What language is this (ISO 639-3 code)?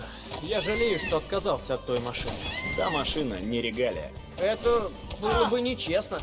rus